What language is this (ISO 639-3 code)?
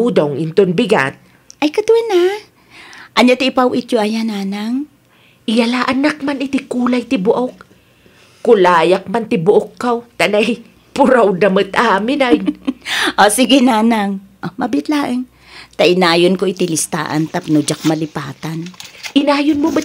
ilo